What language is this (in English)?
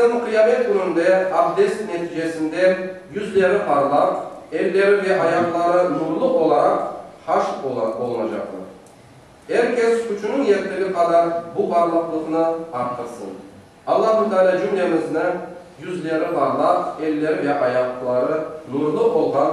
Crimean Tatar